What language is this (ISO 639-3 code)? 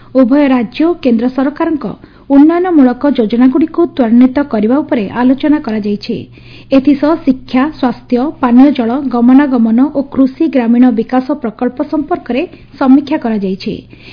ori